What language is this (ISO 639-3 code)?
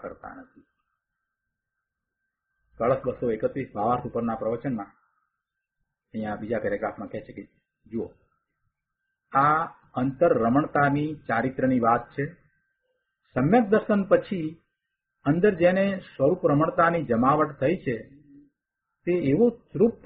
guj